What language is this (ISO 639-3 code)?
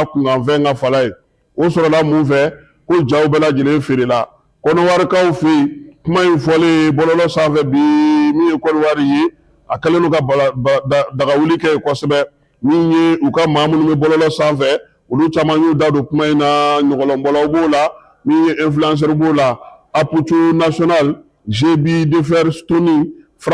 bam